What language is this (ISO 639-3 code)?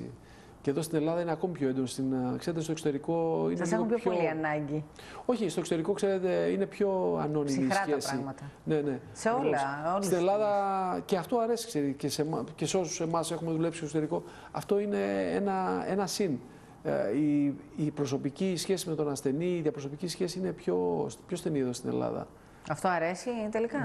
ell